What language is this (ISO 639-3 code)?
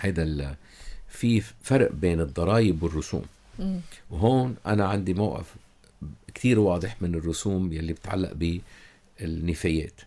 apc